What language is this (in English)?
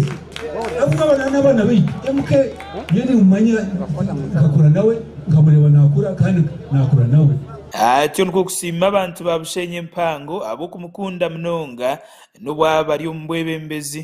Nyankole